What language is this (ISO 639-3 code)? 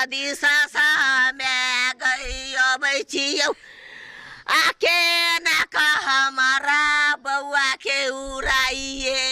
mai